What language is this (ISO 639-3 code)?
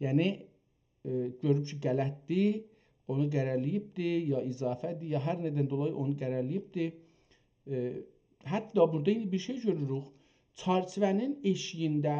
azb